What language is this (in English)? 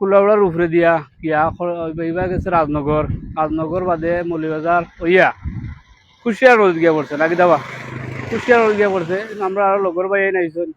Sylheti